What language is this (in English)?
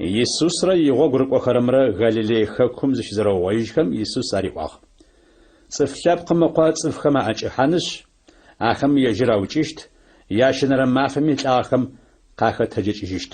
Adyghe